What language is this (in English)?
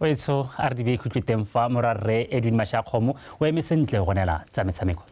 Tswana